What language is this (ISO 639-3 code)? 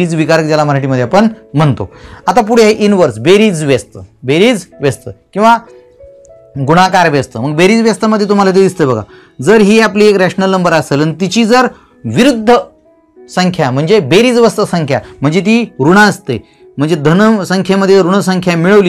mar